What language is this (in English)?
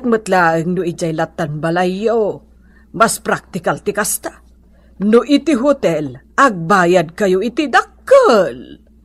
Iloko